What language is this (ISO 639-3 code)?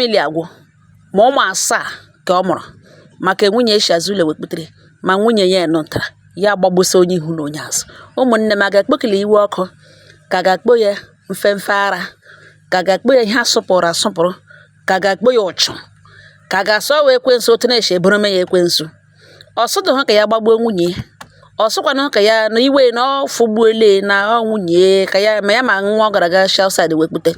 ibo